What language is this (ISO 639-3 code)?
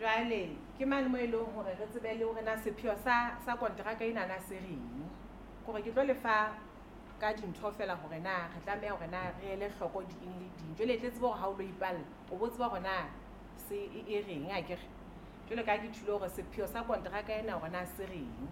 sot